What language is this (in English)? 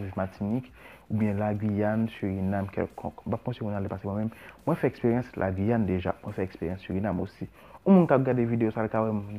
Haitian Creole